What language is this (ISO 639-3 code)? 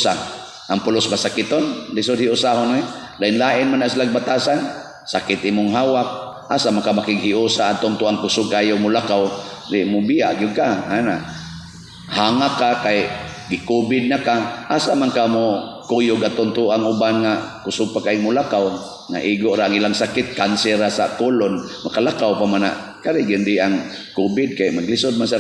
ceb